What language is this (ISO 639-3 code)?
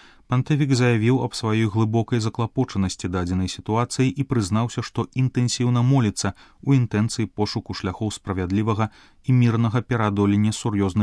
bel